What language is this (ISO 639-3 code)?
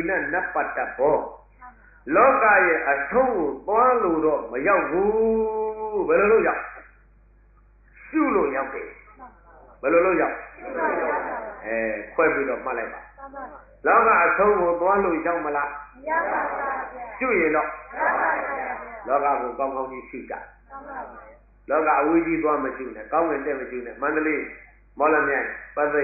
mya